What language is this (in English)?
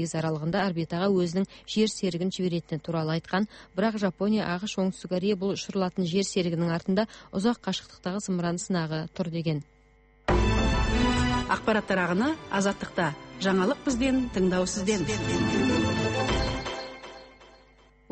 Kazakh